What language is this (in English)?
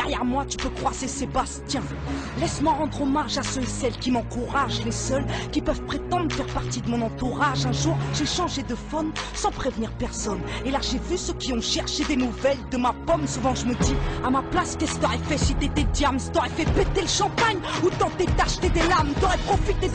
French